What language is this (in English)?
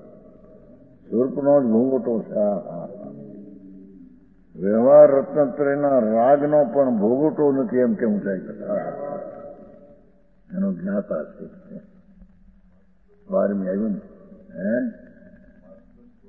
Gujarati